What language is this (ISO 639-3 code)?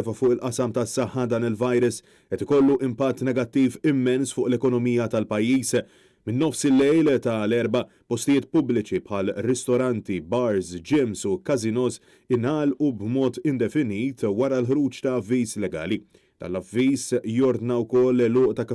mlt